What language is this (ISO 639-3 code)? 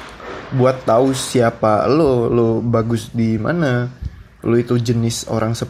ind